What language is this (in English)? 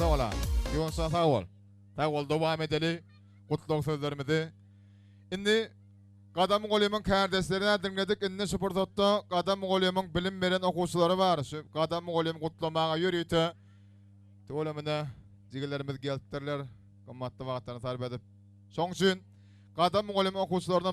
Turkmen